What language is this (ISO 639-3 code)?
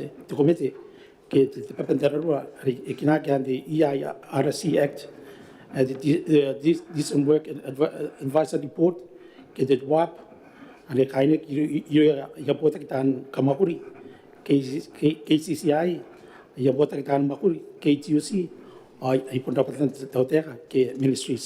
gil